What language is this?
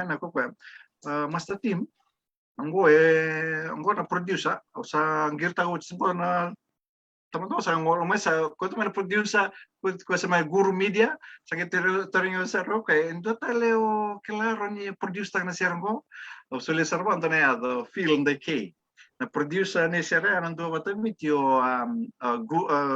Fijian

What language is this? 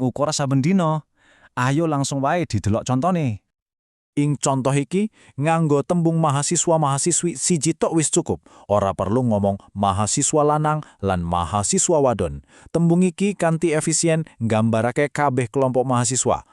Javanese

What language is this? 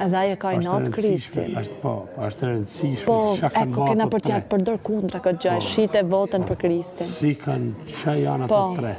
Albanian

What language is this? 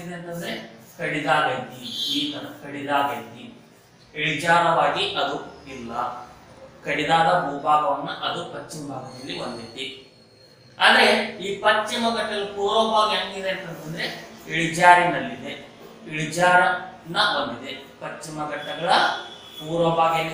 Kannada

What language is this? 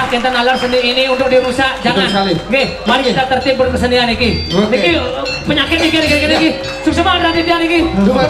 Balinese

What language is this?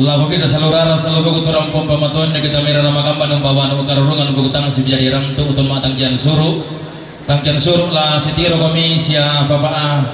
Toraja-Sa'dan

